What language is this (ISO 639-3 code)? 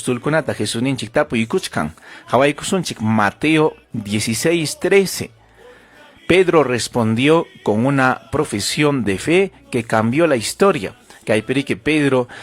quy